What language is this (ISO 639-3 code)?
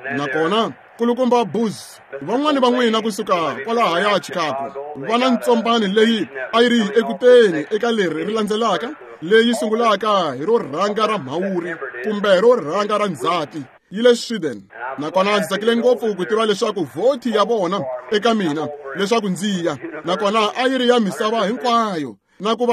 tso